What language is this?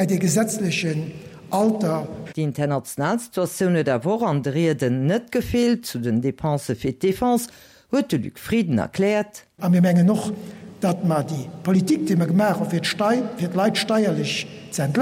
Luxembourgish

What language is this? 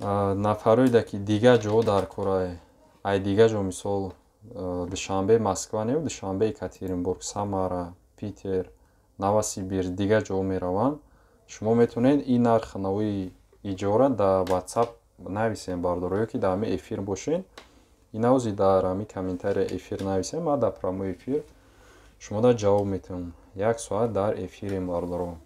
Tajik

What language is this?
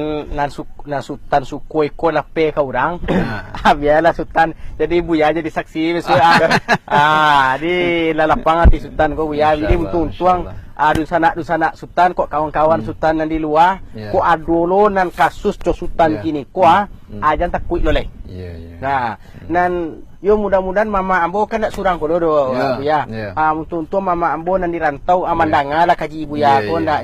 Minangkabau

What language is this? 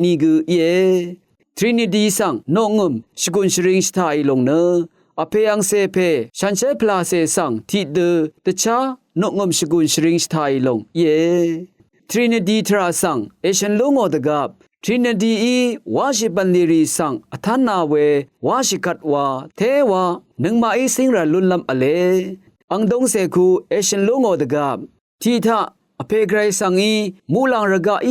Rawang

